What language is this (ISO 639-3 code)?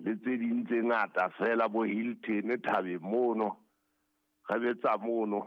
sot